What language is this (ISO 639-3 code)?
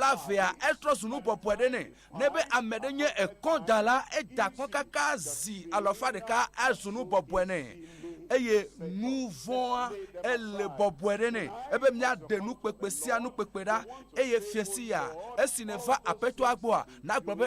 ewe